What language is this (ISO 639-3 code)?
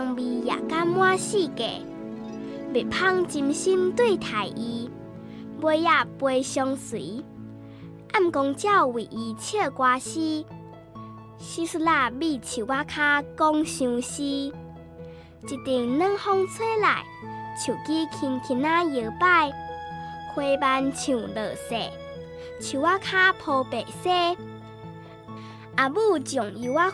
nan